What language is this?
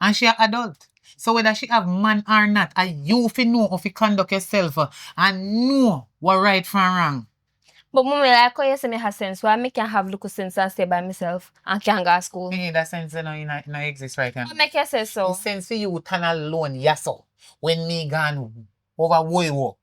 Jamaican Creole English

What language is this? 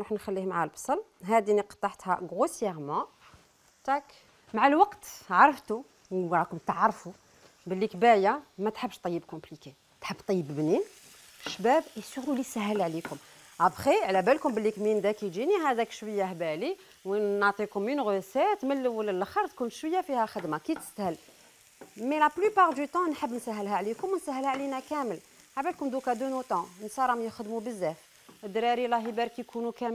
Algerian Arabic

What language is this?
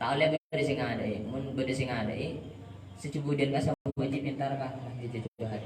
Madurese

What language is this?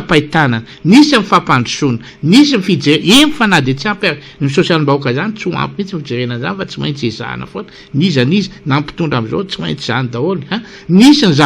Malagasy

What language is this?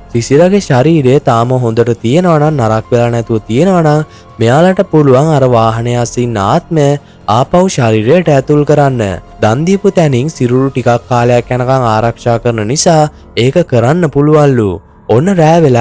Sinhala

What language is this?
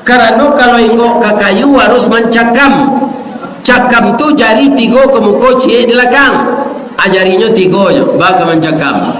Minangkabau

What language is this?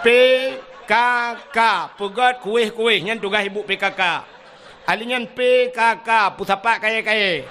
Achinese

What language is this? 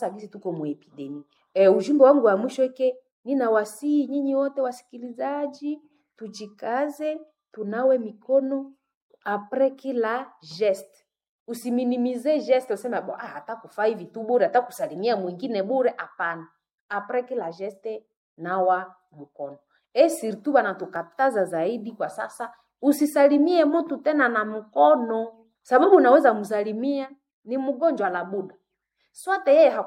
Swahili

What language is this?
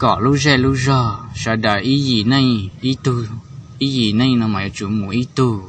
Hmong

